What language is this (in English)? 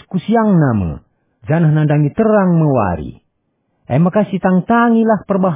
Batak Karo